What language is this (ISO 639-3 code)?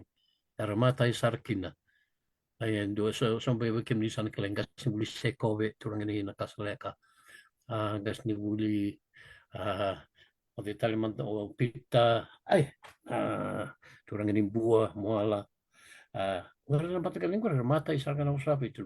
fij